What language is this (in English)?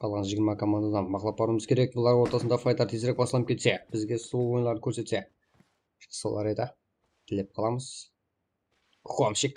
Kara-Kalpak